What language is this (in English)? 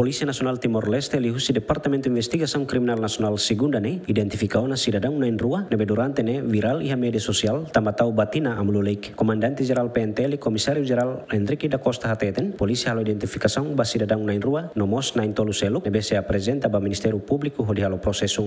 Tetum